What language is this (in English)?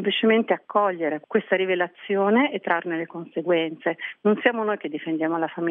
Italian